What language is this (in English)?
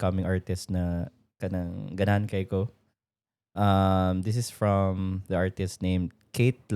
Cebuano